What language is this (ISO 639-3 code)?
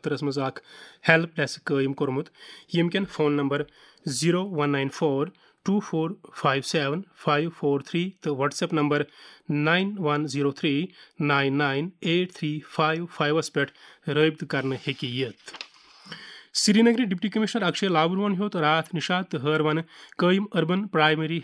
kas